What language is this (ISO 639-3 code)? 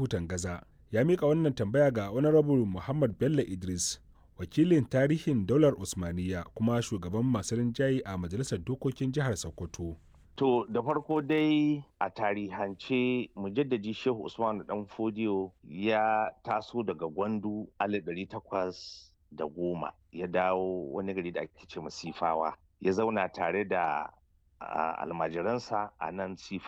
hau